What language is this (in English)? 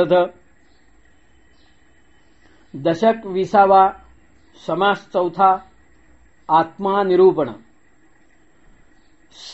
Marathi